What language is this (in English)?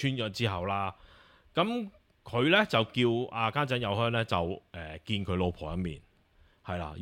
Cantonese